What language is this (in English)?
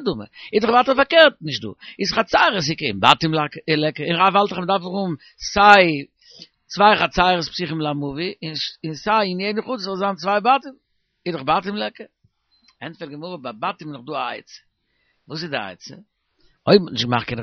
Yiddish